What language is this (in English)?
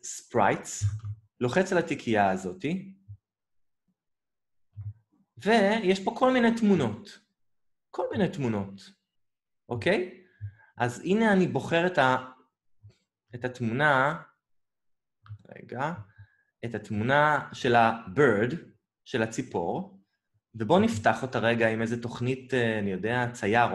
Hebrew